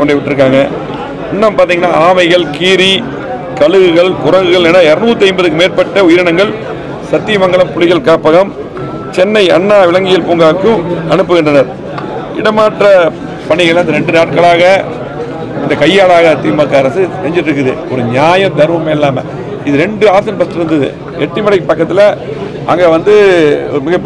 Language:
Tamil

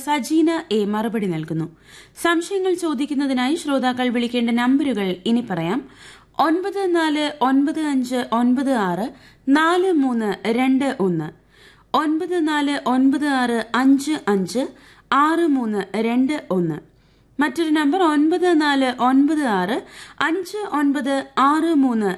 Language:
Malayalam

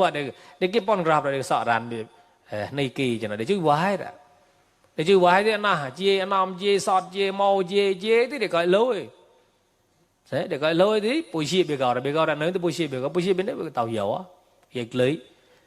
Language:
Mon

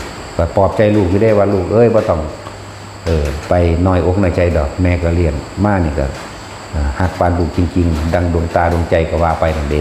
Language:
Lao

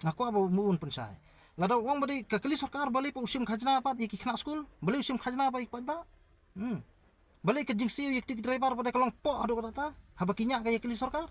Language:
Khasi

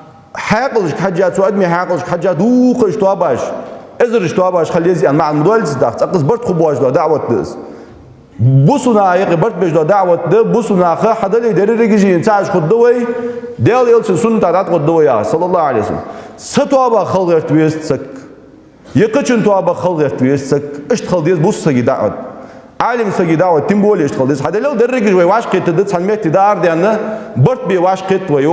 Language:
Ingush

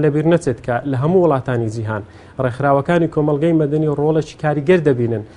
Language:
Central Kurdish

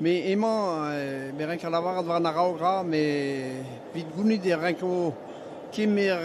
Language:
Breton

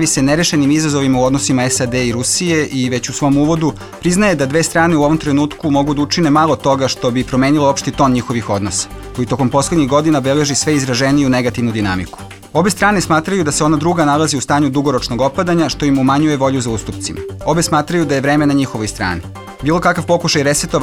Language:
Serbian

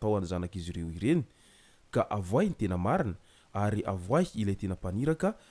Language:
Malagasy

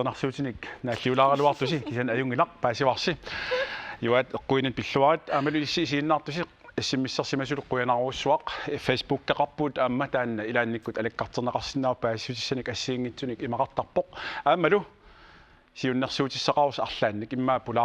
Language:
Kalaallisut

